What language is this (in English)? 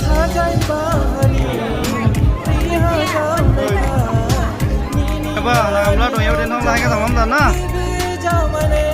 Dimasa